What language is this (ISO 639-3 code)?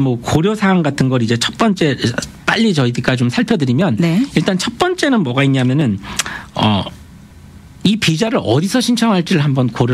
kor